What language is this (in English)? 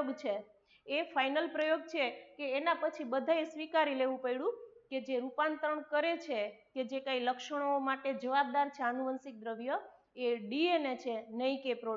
Gujarati